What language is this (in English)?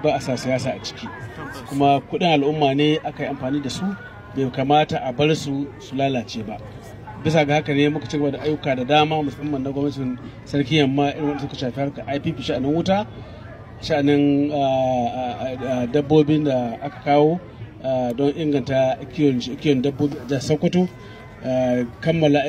Hausa